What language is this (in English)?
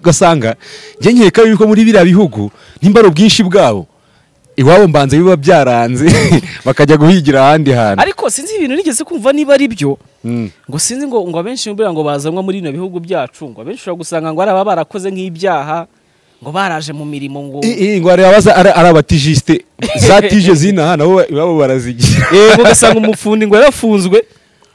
Kinyarwanda